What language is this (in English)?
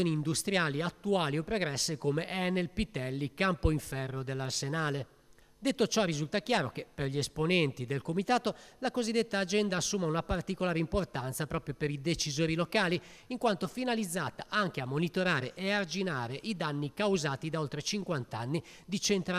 Italian